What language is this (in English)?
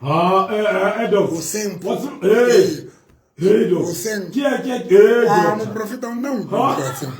Southern Sotho